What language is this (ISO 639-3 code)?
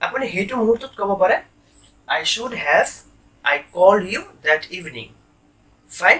asm